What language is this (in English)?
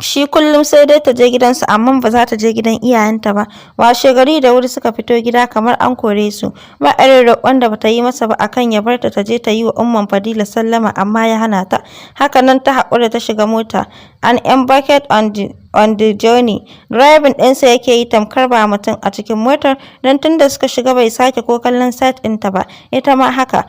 Hausa